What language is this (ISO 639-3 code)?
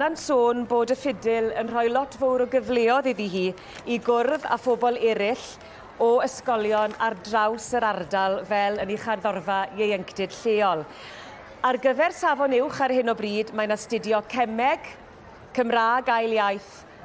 cym